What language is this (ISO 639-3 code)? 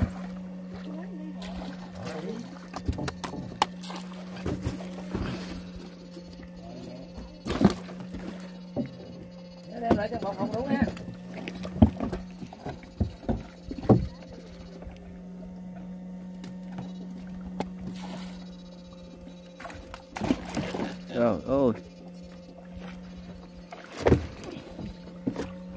vie